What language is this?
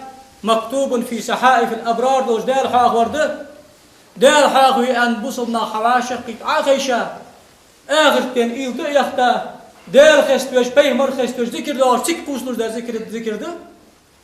Ingush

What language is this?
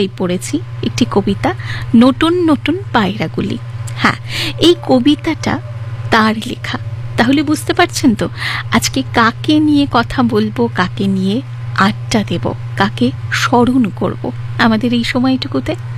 Bangla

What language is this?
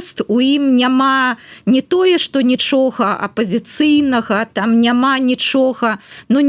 Belarusian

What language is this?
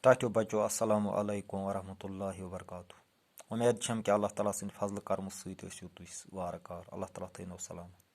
Kashmiri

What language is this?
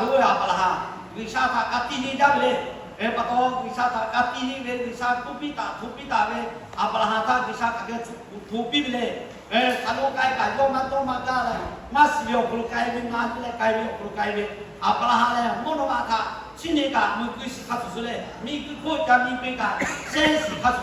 Lahu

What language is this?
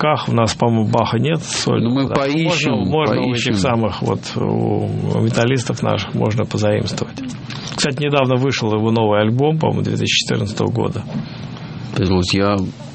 Russian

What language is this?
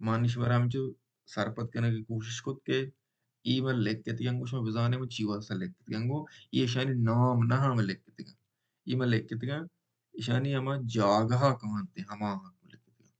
Baluchi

